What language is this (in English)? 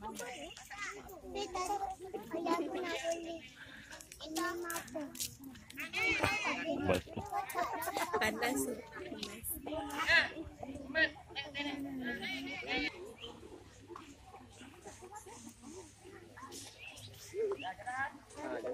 Malay